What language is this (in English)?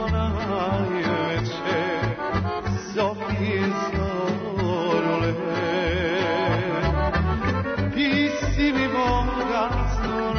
Serbian